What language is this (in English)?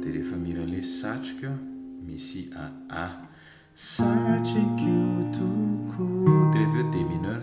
Malagasy